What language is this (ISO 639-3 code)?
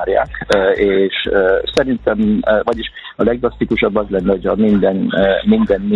hun